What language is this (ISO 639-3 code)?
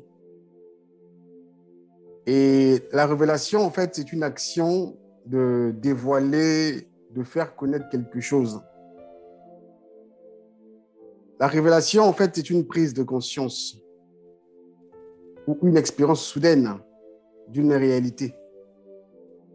fra